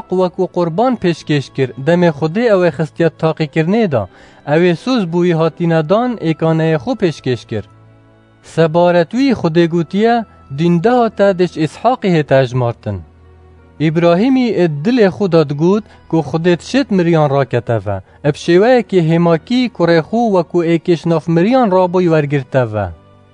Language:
Kurdish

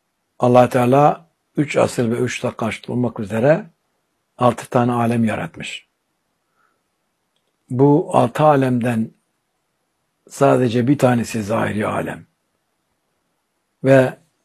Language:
Turkish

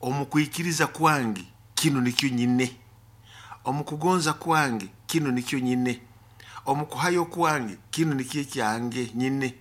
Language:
Nyoro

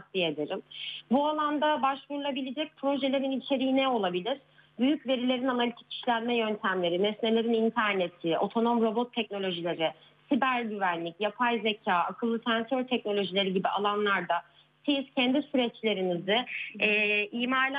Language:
Turkish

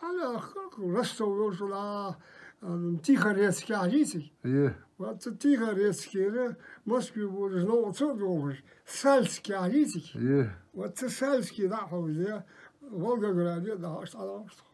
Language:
Ingush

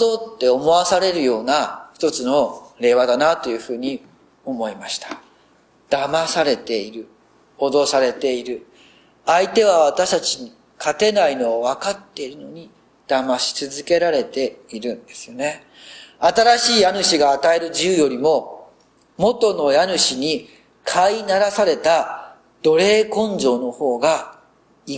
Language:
Japanese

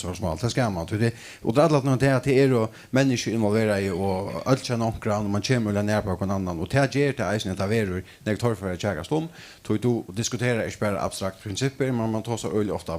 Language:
Faroese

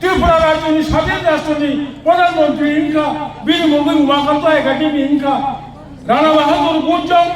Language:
Kok Borok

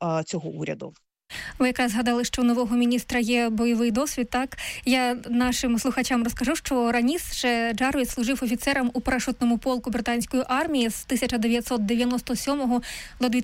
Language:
Ukrainian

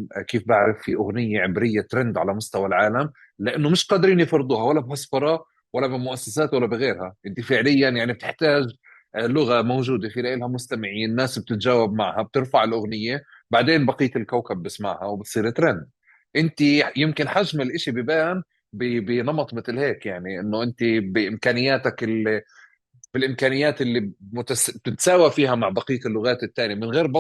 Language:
North Levantine Arabic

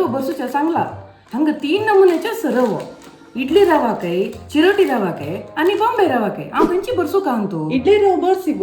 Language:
Konkani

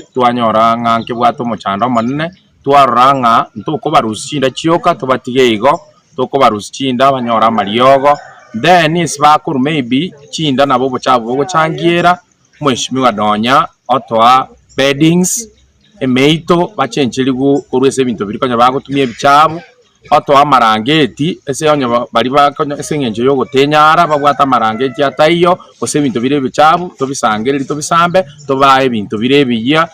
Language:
Gusii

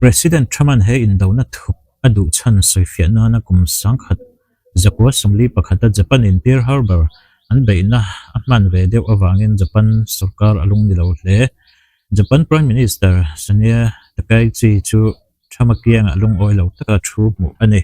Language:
Mizo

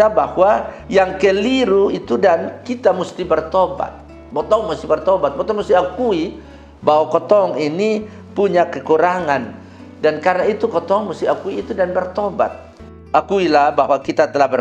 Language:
Kupang Malay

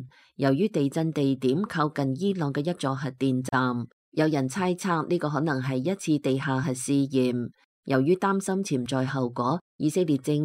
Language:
Cantonese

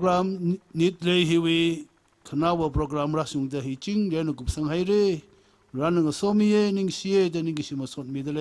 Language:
Tangkhul Naga (India)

